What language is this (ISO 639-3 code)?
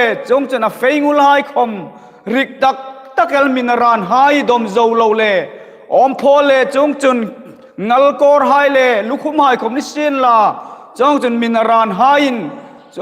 hmr